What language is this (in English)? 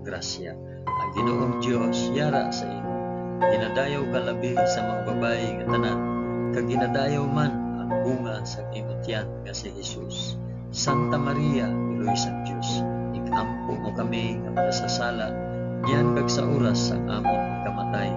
Hiligaynon